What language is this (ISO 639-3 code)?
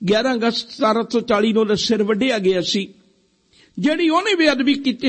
pan